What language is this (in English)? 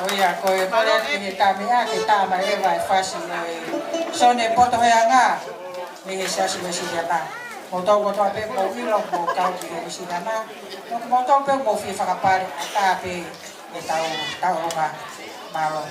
Tongan